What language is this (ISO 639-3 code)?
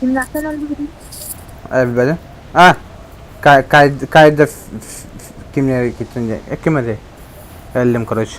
sah